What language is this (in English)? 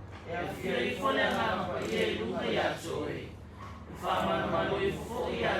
Samoan